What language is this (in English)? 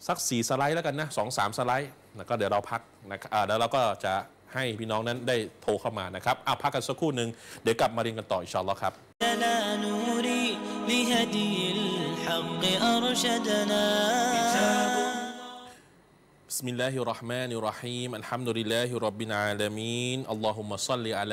Thai